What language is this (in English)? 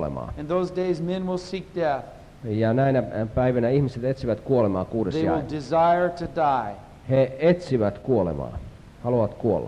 Finnish